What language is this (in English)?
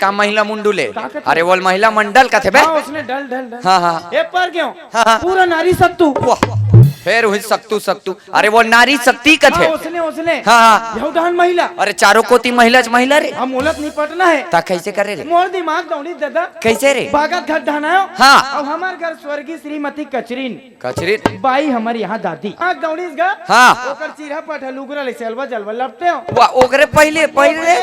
Chhattisgarhi